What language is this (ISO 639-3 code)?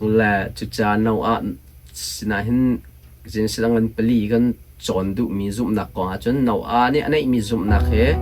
cnh